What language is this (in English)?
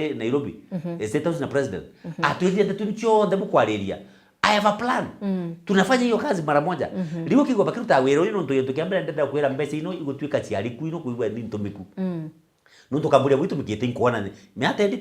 Meru